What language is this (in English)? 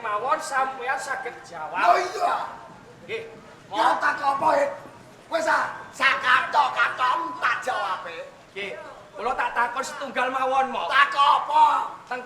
Javanese